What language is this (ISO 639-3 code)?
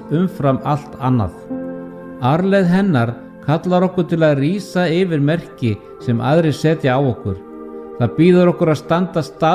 isl